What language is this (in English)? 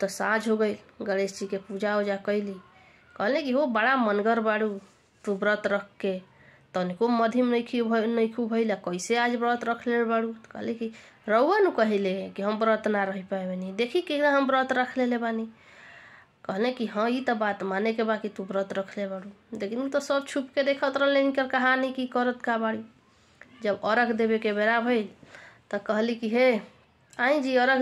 Bhojpuri